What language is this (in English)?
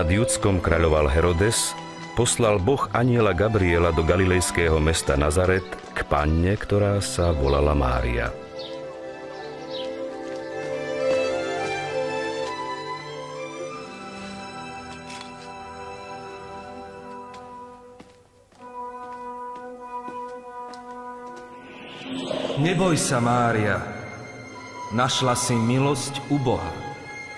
Slovak